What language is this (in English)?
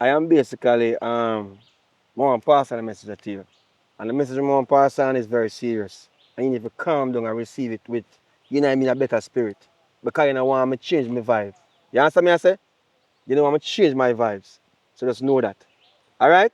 Jamaican Creole English